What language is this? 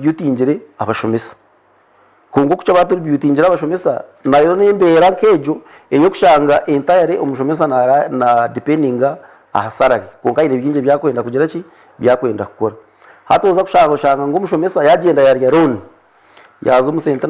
Nyankole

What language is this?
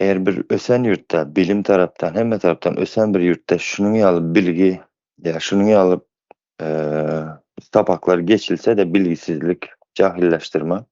Turkmen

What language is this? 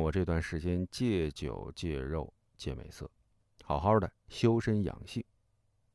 Chinese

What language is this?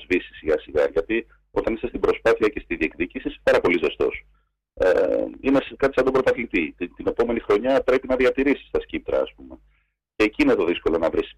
Greek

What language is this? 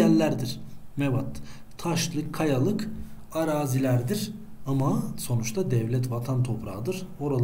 Turkish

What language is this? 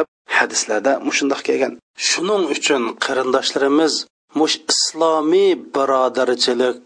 Uyghur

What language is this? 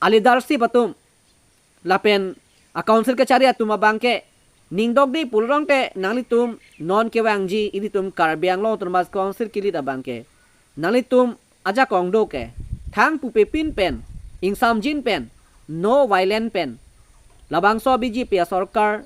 Karbi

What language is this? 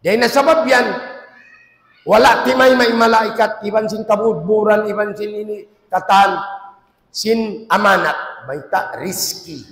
Tausug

